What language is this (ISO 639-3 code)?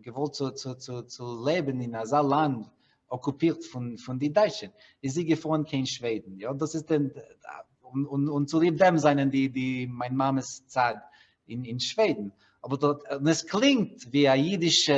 yid